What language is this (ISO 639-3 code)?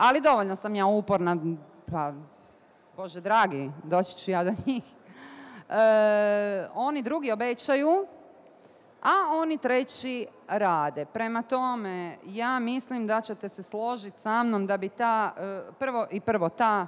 bos